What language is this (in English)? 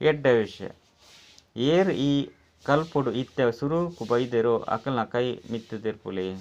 Tulu